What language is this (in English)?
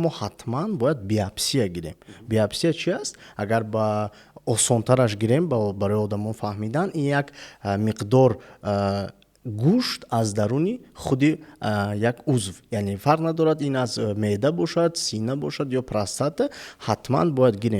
Tajik